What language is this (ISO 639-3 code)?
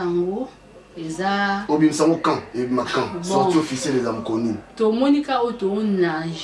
lin